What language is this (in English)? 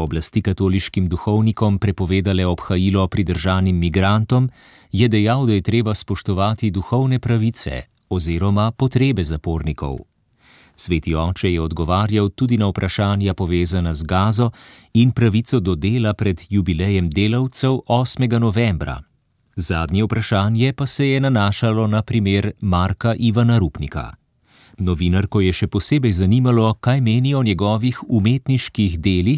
Slovenian